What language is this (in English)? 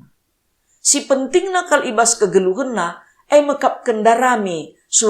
Batak Karo